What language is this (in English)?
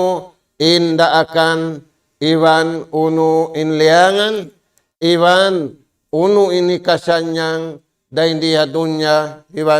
Tausug